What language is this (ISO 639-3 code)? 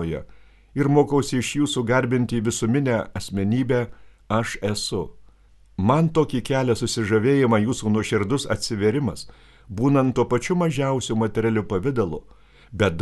lit